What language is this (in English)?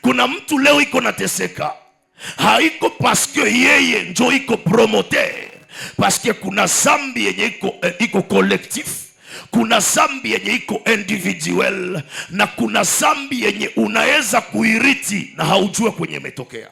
Swahili